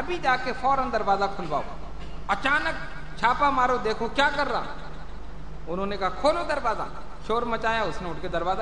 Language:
Urdu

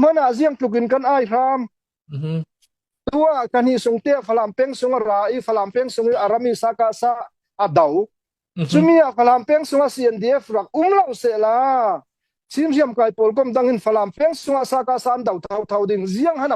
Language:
Hakha Chin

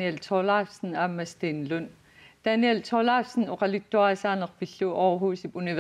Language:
Kalaallisut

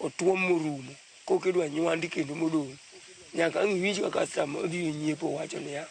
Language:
Luo (Kenya and Tanzania)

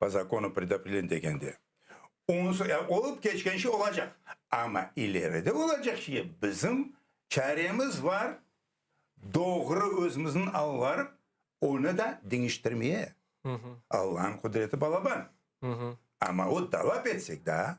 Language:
Crimean Tatar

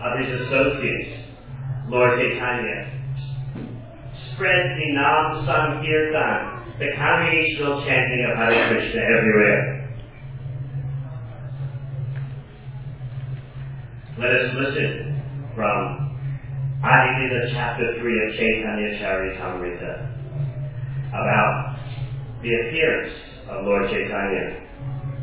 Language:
English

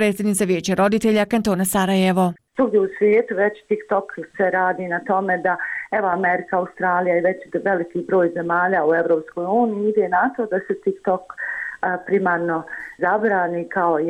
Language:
Bosnian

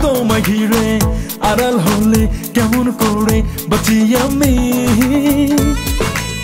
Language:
Bangla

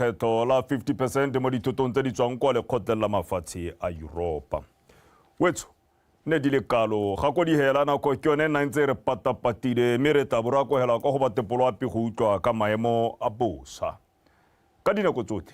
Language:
Tswana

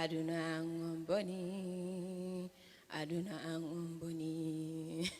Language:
Fula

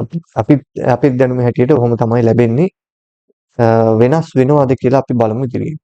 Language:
Sinhala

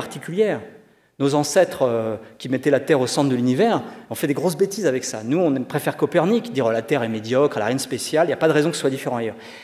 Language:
French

